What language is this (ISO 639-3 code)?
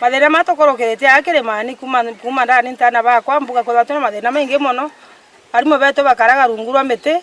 mer